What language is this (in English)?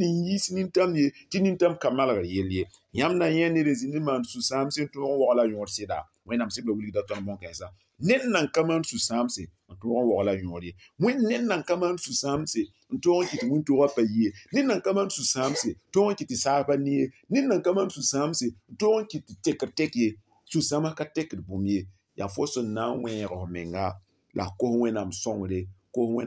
Mossi